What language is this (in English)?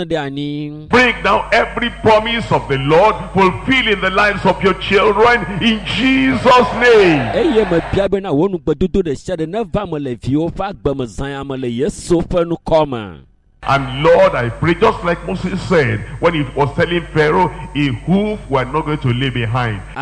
Ewe